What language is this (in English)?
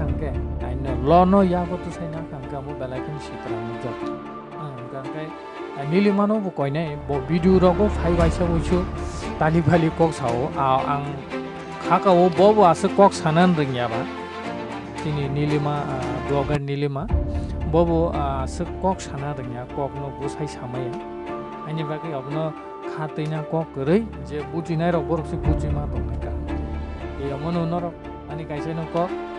Kok Borok